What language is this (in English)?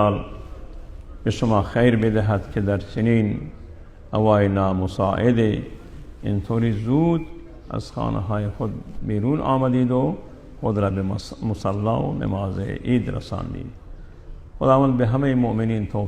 Persian